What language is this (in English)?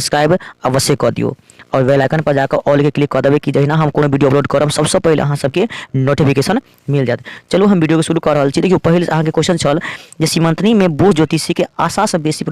Maithili